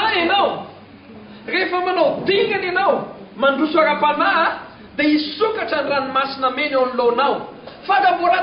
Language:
Malagasy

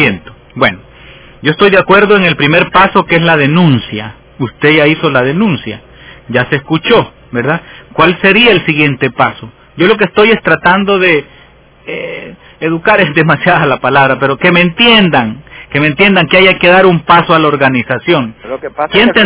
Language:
Spanish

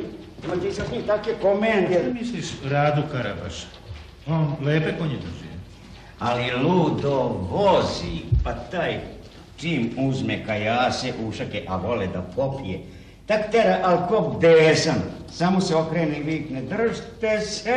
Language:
Serbian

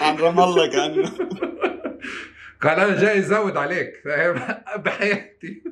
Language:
North Levantine Arabic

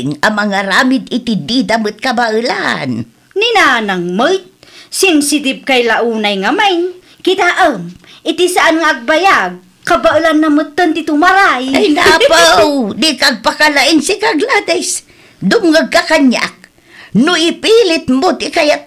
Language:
Iloko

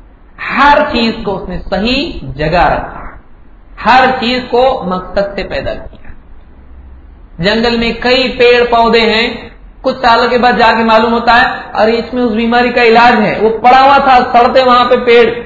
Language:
Urdu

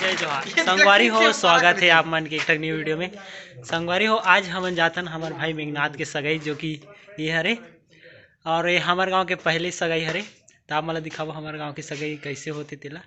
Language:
Chhattisgarhi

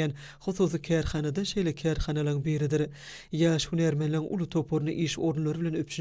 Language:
Turkmen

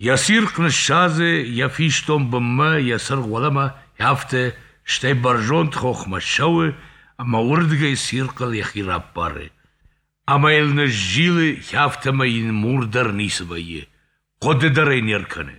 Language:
Ossetic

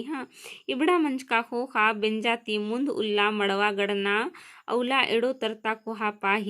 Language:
Kurukh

